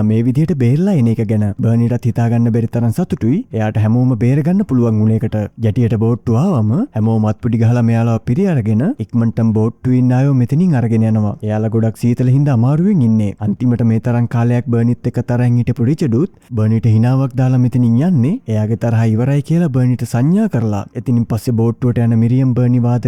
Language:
Sinhala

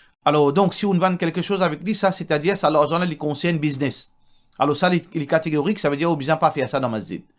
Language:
Morisyen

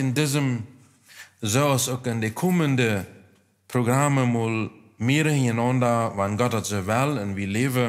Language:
Plautdietsch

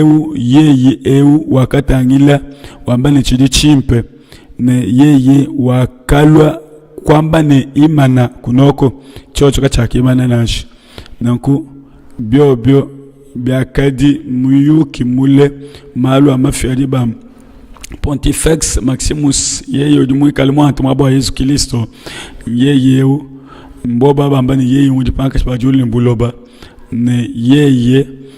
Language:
Luba-Lulua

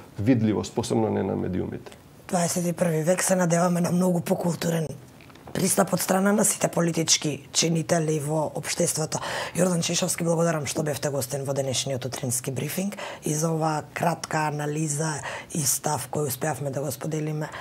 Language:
Macedonian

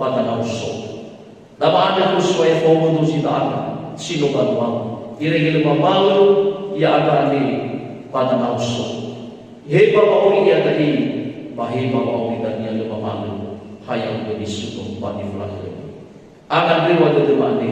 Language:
Nias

